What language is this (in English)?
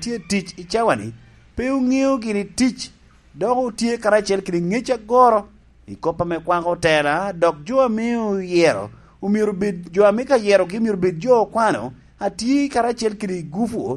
Lango (Uganda)